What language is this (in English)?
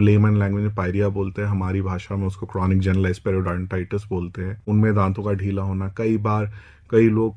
Hindi